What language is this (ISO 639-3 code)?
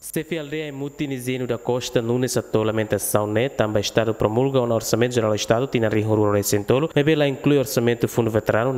tet